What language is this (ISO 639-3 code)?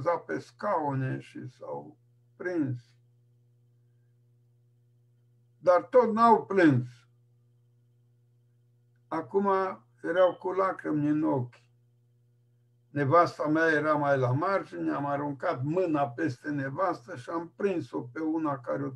ron